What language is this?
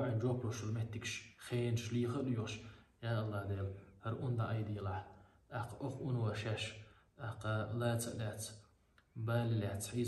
Chechen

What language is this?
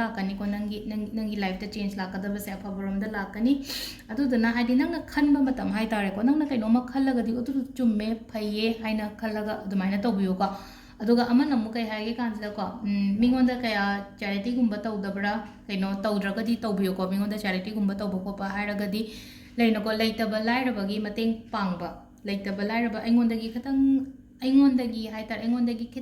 Manipuri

